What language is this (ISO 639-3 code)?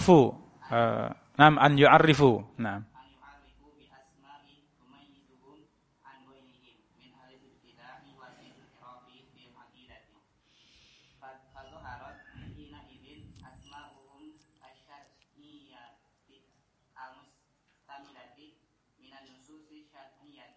ind